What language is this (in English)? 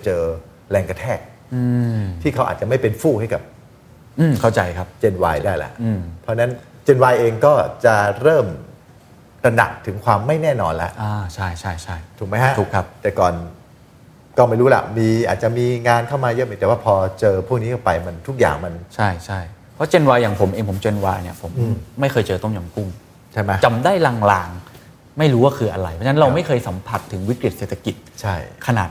Thai